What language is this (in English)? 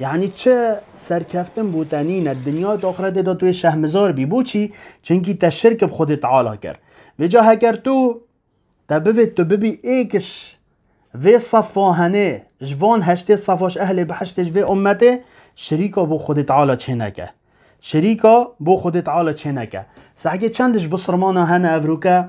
Kurdish